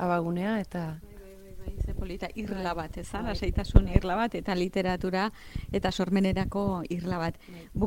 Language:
Basque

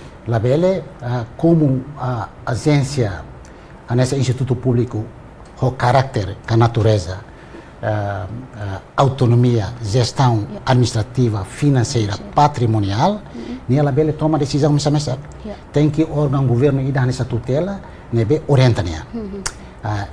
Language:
Tetum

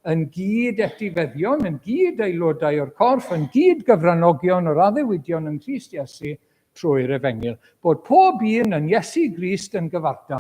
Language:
Welsh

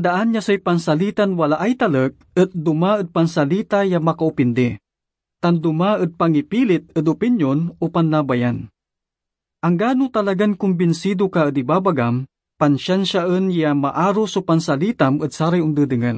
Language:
Pangasinan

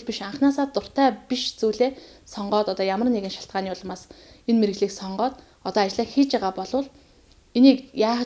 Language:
Mongolian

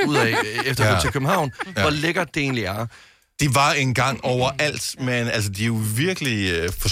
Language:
Danish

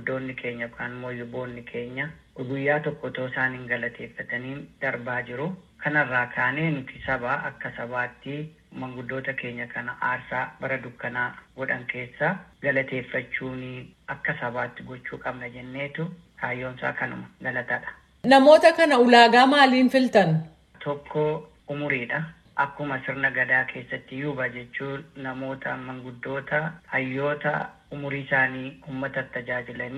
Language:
Oromo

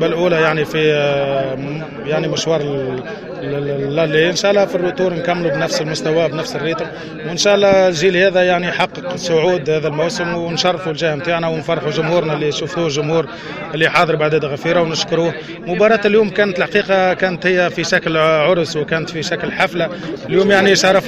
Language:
Tunisian Arabic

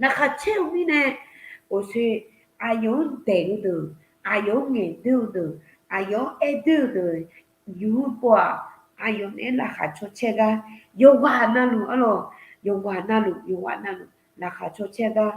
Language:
Akha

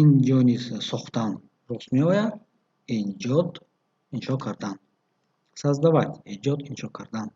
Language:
Tajik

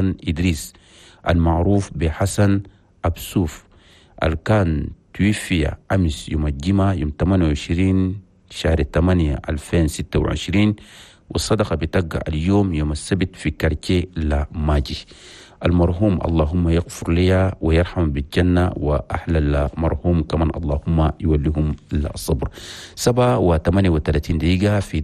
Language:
Chadian Arabic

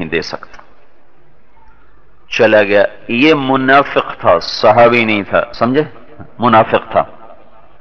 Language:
Urdu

